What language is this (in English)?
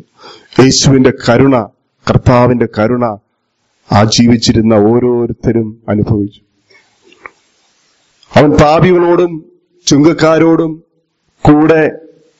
Malayalam